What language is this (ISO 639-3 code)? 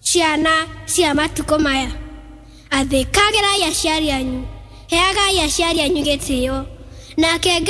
kik